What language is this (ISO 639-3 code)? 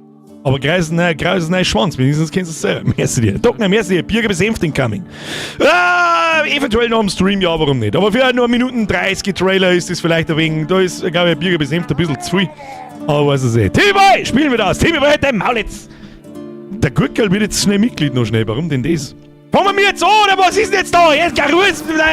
bar